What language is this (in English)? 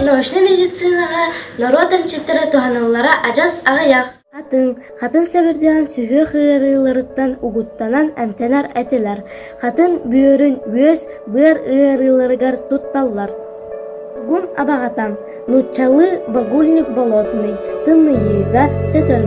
Yakut